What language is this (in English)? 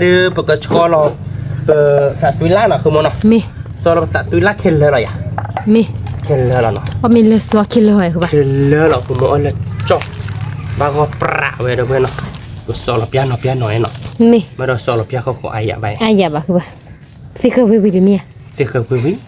S'gaw Karen